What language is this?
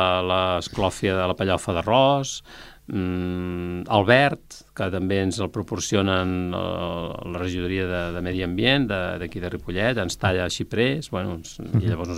Catalan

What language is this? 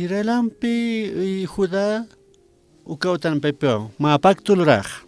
Aymara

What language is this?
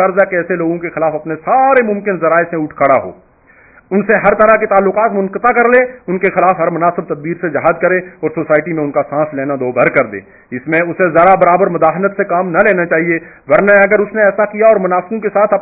Urdu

